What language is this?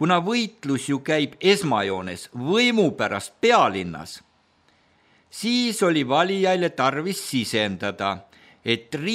Estonian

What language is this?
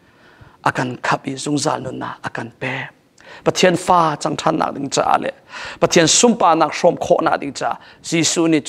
Hakha Chin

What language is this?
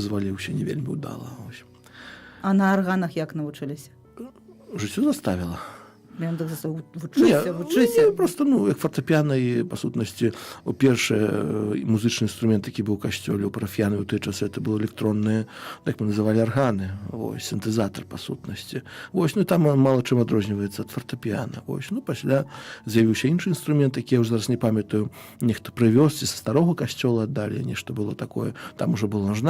Belarusian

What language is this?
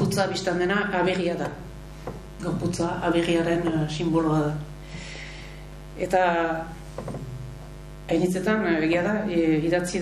Basque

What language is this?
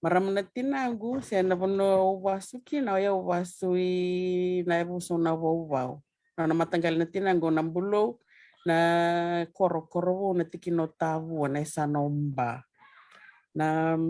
Fijian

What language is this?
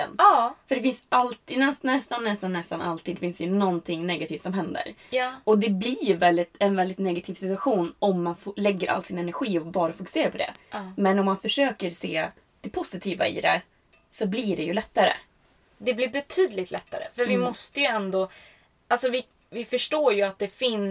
Swedish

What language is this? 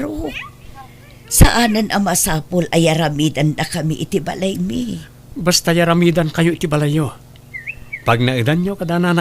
Iloko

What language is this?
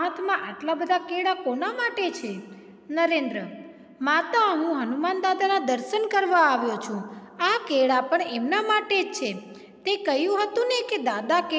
Gujarati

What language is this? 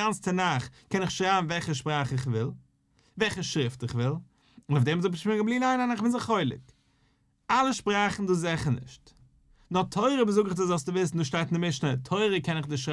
Yiddish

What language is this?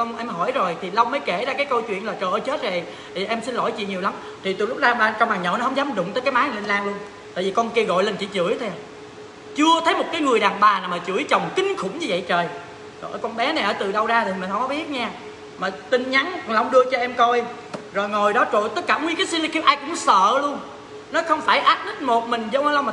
Vietnamese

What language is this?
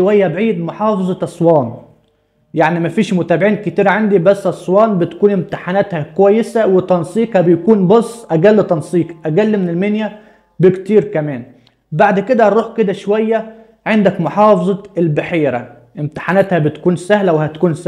Egyptian Arabic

